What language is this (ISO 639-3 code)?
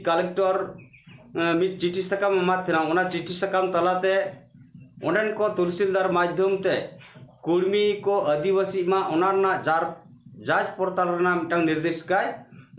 sat